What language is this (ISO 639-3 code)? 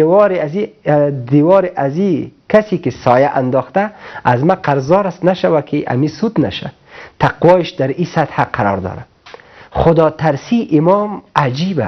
fas